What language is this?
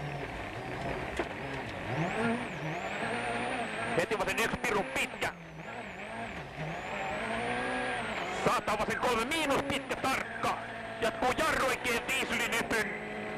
Finnish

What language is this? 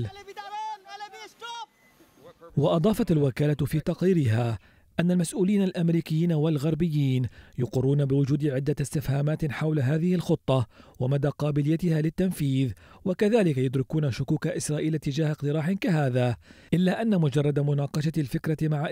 Arabic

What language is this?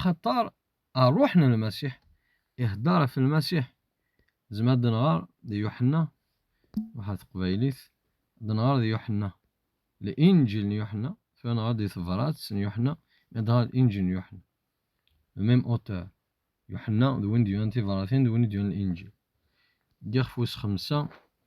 Kabyle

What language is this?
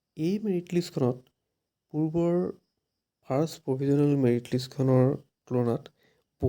Assamese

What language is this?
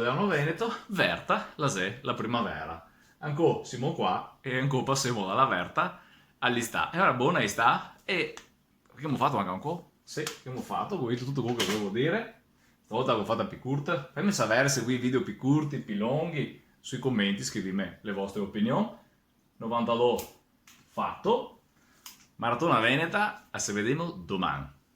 Venetian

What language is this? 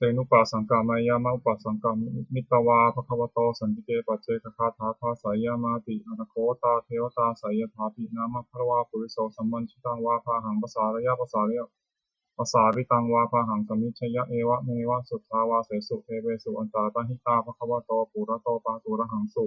Pali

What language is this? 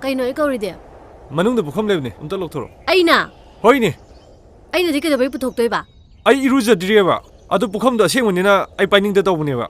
Manipuri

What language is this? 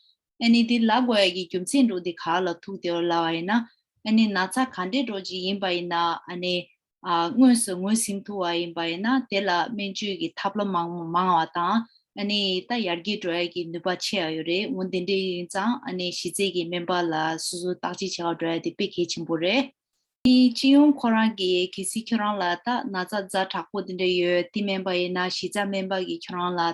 Tibetan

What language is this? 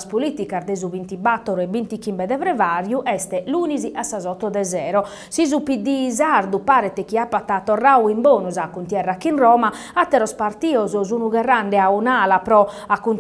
Sardinian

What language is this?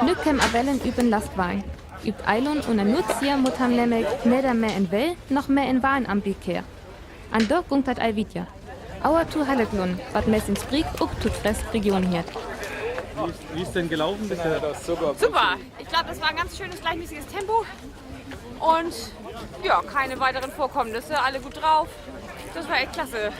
Northern Frisian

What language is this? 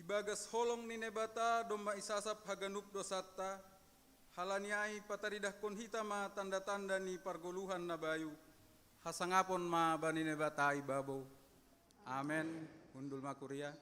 Batak Simalungun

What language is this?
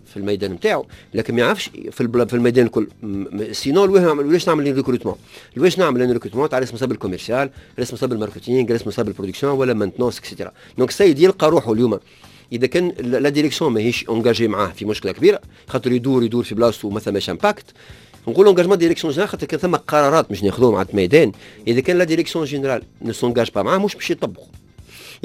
Tunisian Arabic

